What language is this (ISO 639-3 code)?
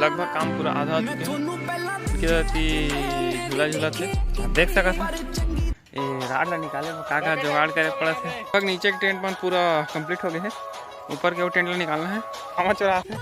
hne